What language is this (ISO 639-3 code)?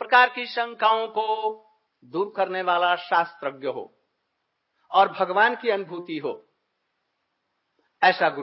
hin